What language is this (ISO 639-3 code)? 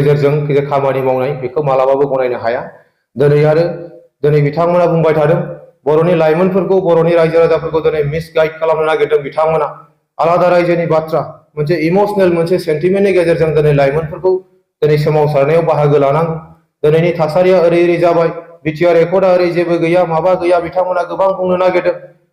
brx